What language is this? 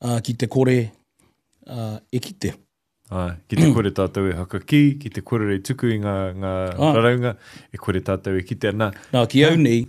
Māori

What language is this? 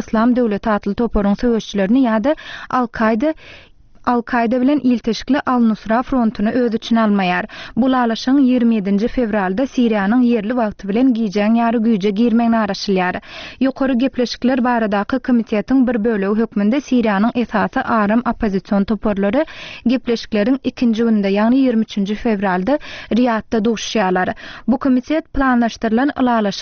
Turkmen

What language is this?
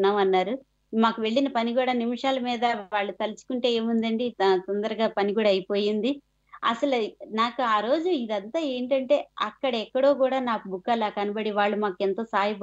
Telugu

